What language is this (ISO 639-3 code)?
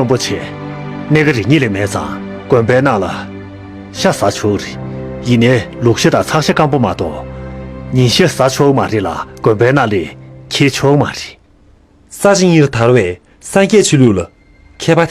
bod